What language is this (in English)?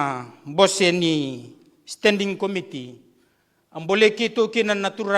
Fijian